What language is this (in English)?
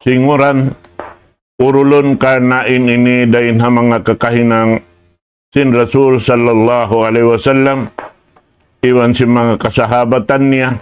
Tausug